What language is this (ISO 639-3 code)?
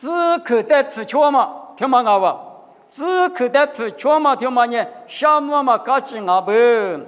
lis